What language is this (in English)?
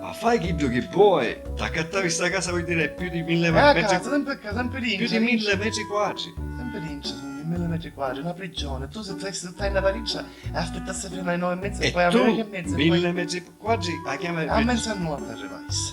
Sicilian